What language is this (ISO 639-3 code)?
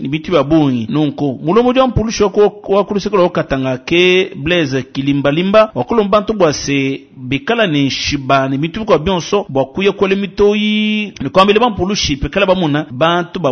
lua